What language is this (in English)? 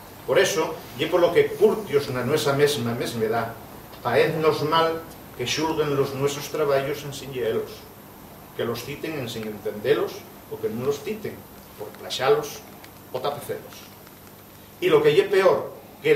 Asturian